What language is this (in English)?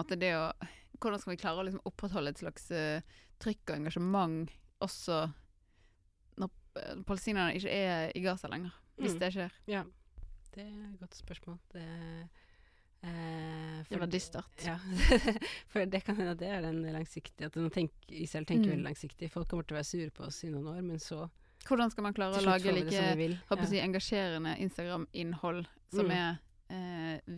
Norwegian